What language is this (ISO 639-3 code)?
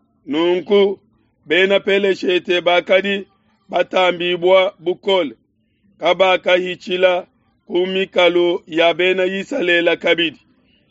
lua